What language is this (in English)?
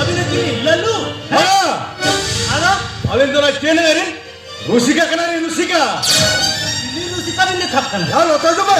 Santali